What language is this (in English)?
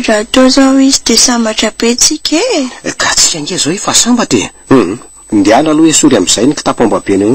Malagasy